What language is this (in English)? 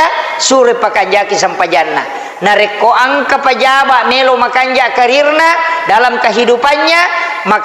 Buginese